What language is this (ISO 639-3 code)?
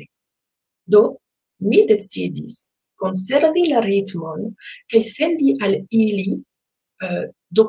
epo